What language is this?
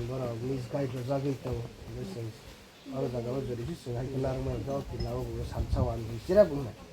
Kok Borok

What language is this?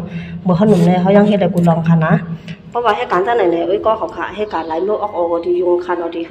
Shan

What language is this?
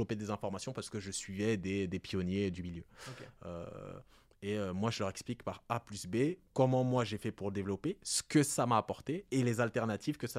French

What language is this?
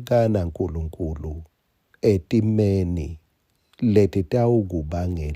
Swati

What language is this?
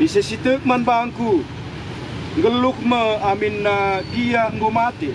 Batak Karo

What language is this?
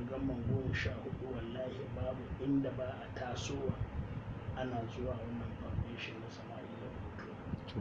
Hausa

